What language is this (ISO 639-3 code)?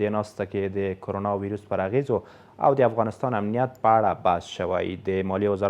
pus